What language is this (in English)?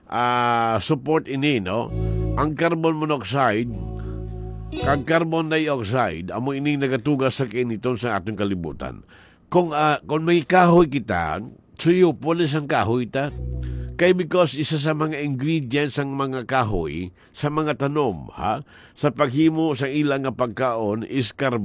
Hiligaynon